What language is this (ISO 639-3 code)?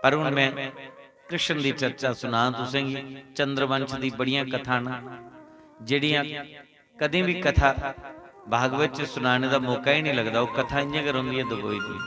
doi